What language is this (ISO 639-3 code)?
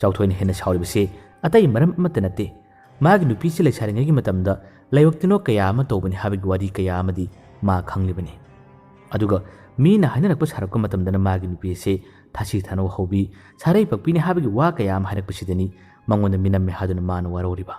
mni